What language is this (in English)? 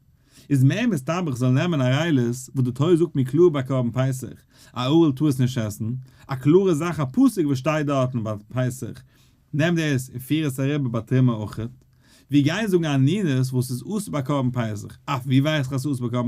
Yiddish